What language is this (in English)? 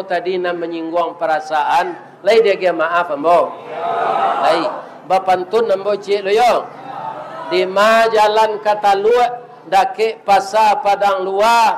Minangkabau